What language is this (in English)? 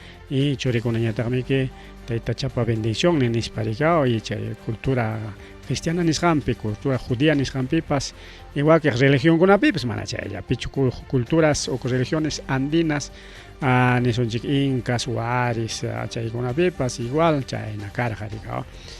Ayacucho Quechua